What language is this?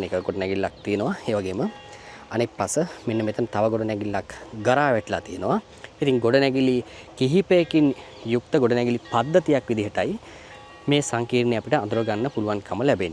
Sinhala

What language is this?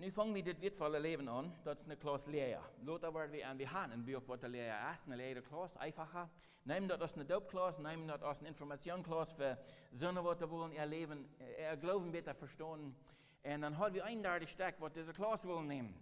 Plautdietsch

